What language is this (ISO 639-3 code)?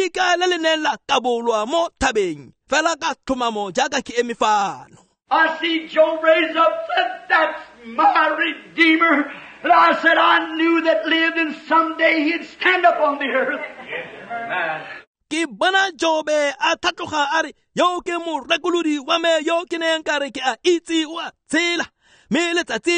tsn